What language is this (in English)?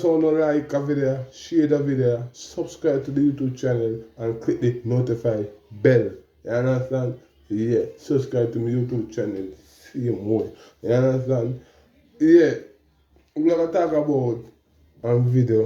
Jamaican Creole English